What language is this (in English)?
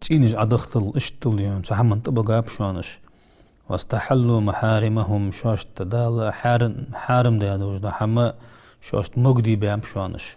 Ingush